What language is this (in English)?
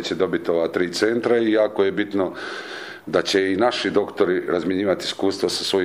Serbian